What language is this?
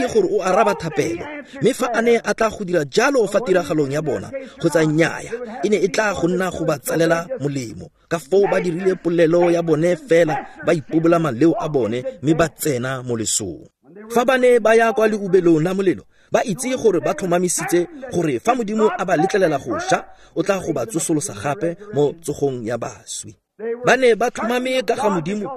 Tswana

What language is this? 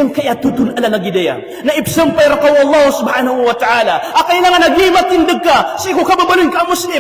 Maranao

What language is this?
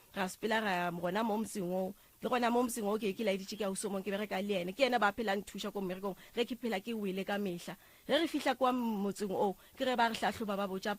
Northern Sotho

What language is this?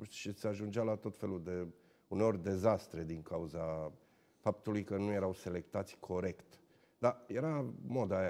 Romanian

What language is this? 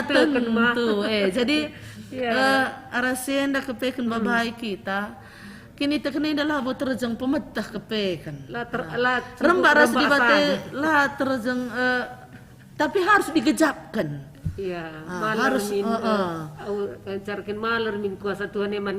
Batak Karo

